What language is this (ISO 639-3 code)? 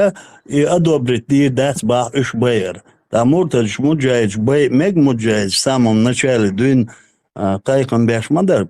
che